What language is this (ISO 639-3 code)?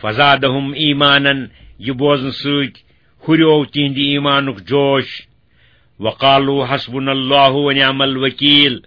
kas